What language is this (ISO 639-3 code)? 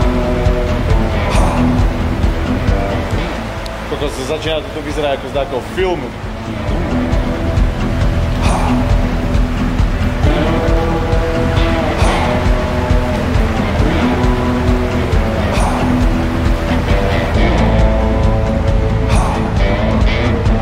slk